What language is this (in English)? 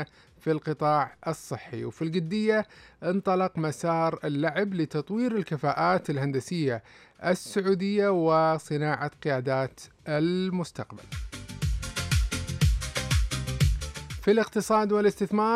Arabic